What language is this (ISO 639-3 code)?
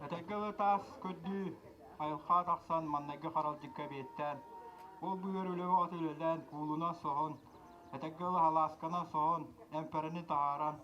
sah